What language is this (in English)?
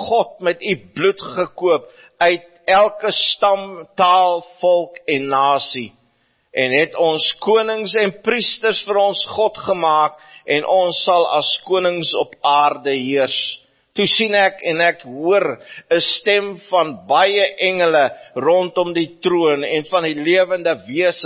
Afrikaans